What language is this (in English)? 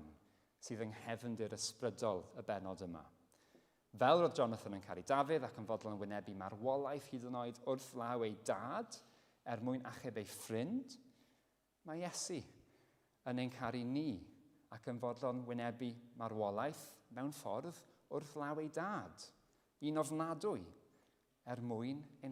Welsh